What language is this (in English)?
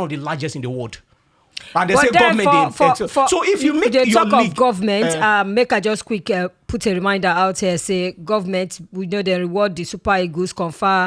Nigerian Pidgin